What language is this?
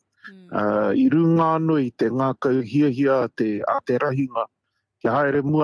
Māori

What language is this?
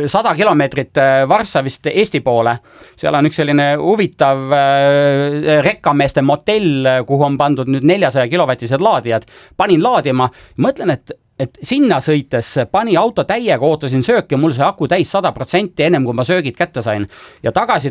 Estonian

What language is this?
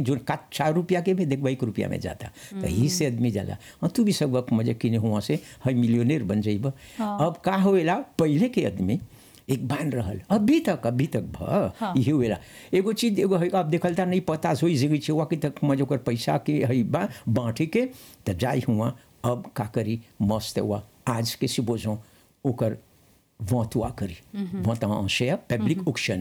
Bhojpuri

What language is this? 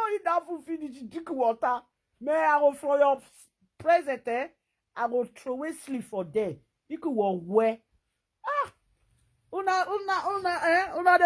Nigerian Pidgin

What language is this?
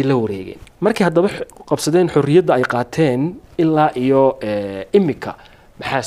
Somali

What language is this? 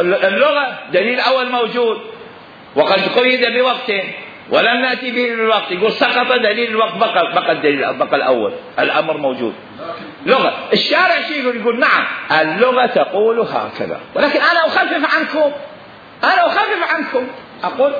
Mesopotamian Arabic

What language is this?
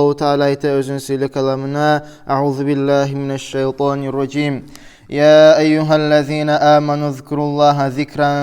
Kumyk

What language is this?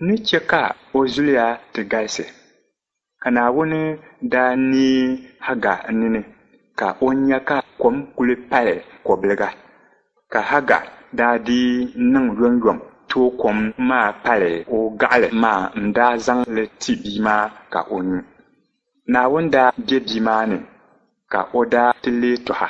Dagbani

